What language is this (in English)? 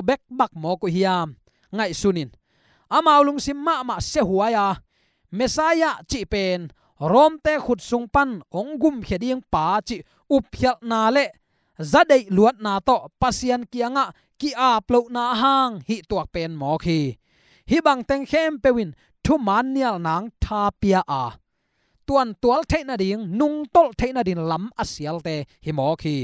Tedim Chin